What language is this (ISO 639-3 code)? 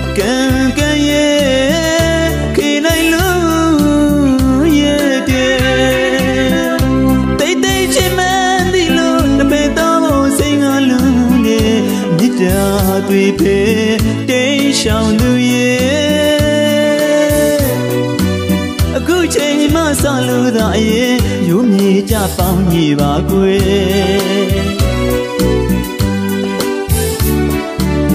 mya